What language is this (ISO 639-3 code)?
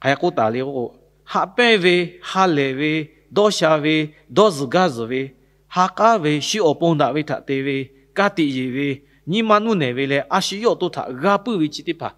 lhu